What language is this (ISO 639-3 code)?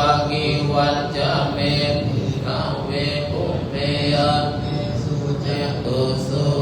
pli